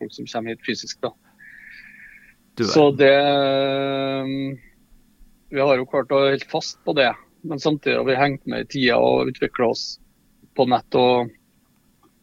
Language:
Norwegian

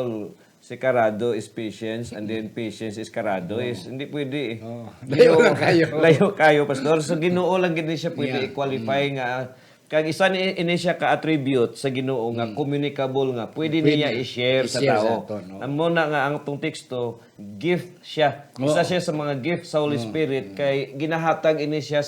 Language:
Hiligaynon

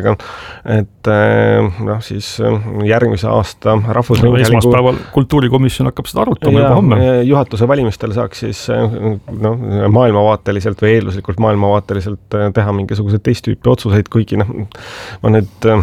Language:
Estonian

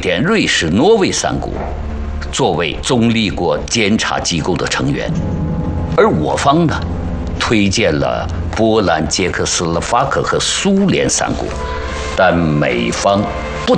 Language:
Chinese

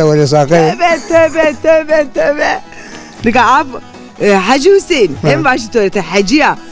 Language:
Zaza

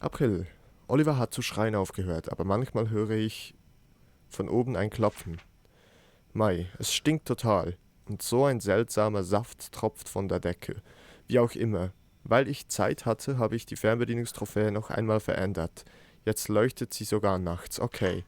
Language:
Swiss German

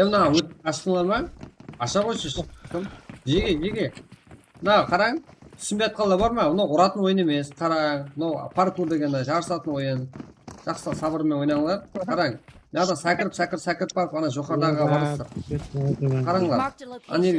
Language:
Kara-Kalpak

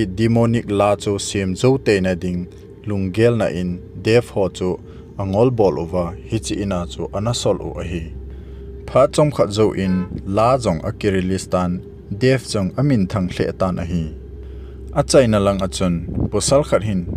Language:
Thado Chin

